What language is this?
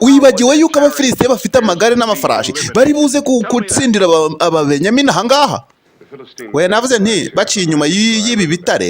Kinyarwanda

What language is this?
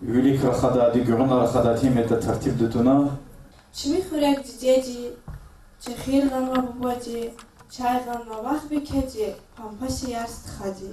Lezghian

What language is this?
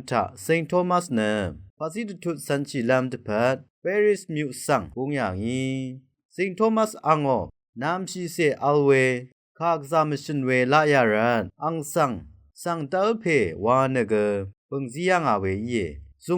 Rawang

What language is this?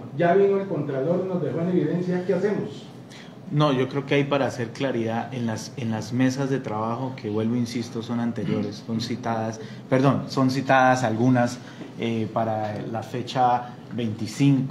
Spanish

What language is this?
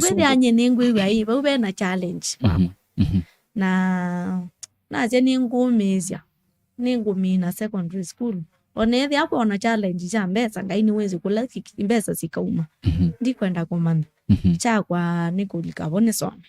Kamba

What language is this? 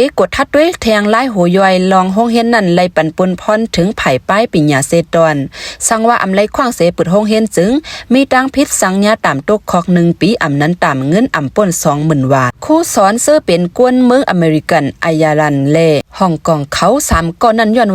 Lao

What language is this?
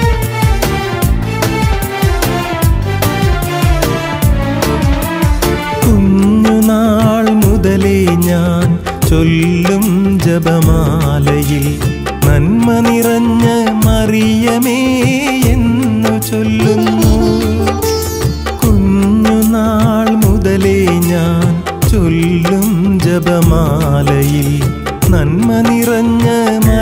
Malayalam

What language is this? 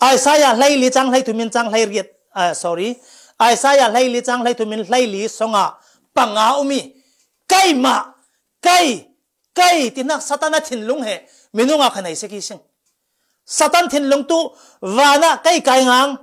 Falam Chin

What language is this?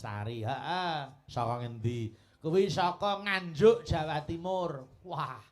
Javanese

